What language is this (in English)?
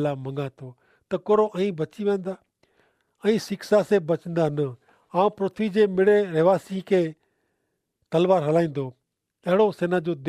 Kachhi